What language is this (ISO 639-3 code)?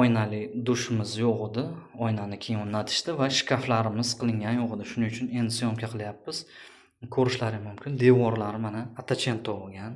uzb